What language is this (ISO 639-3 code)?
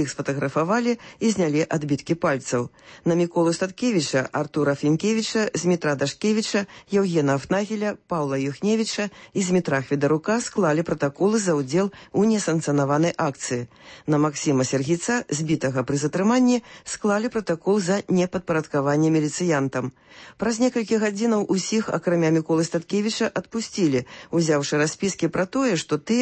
bel